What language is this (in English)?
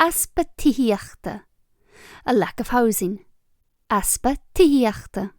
Irish